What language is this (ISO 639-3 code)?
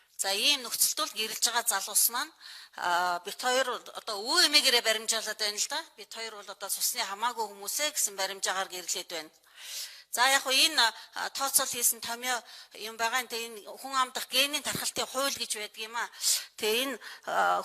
mon